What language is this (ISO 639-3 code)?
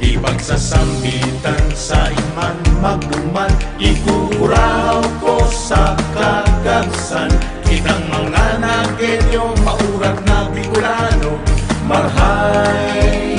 bik